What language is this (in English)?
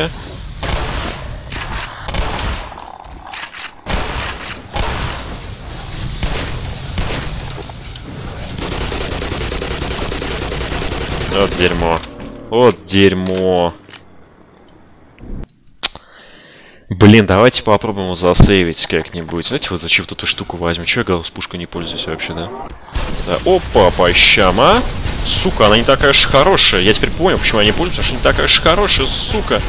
Russian